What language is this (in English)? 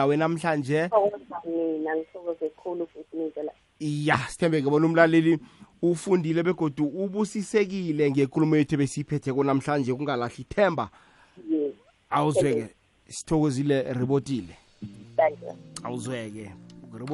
South Ndebele